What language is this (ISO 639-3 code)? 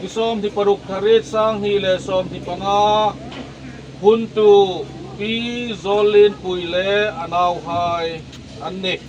hmr